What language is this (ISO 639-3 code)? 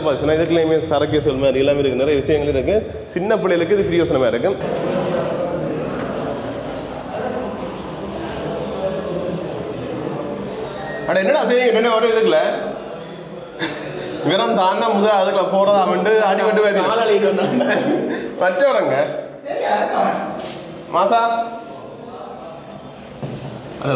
tam